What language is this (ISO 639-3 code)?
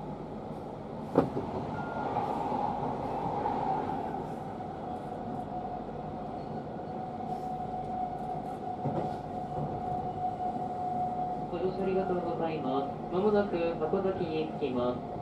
jpn